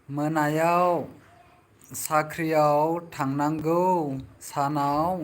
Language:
Bodo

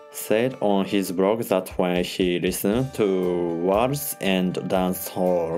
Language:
English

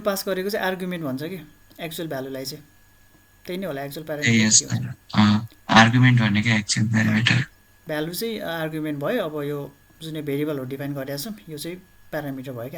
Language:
Nepali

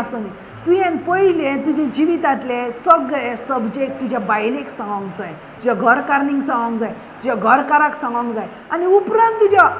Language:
Konkani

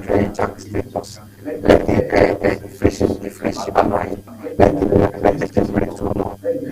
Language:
Ewe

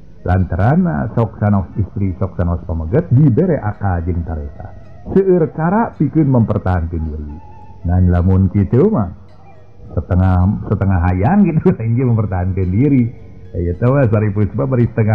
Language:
Sundanese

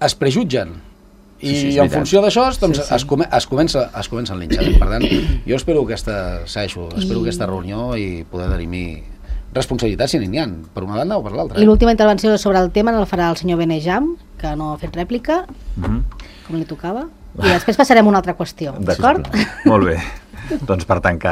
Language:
Catalan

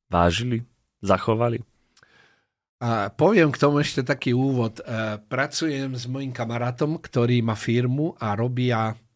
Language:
Slovak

